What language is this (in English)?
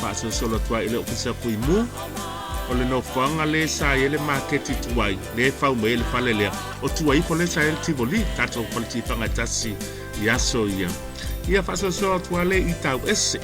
Samoan